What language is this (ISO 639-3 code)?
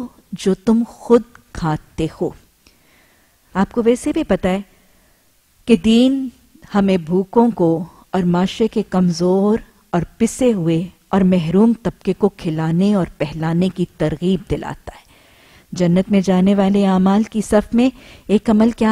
urd